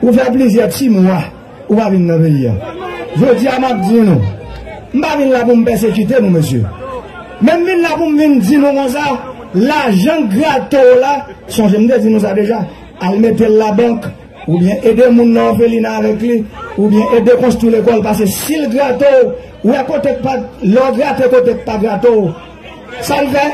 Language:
Haitian Creole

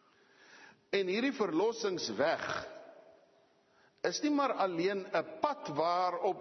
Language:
Afrikaans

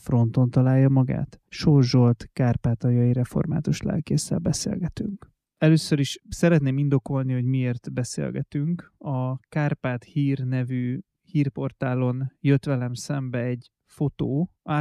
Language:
Hungarian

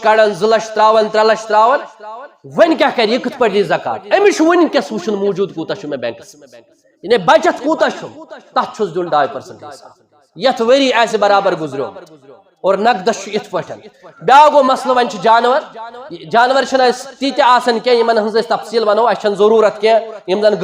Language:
Kashmiri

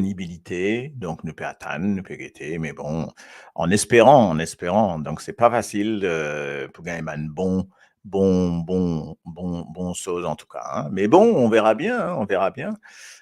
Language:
Morisyen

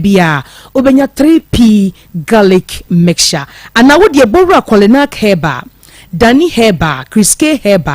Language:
Akan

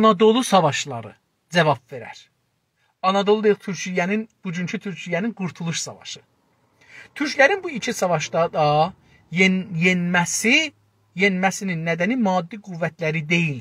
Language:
South Azerbaijani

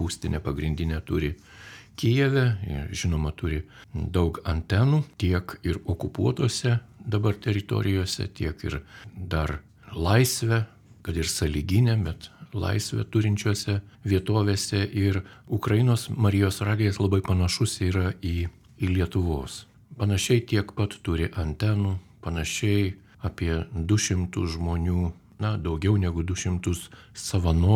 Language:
Lithuanian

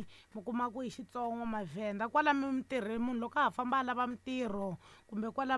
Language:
Tsonga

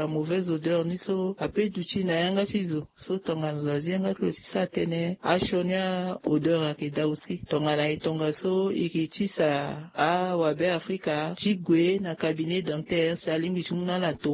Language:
Sango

